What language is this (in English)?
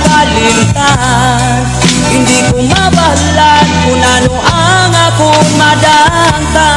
Hiligaynon